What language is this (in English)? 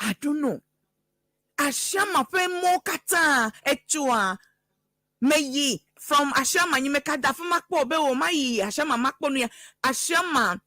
Ewe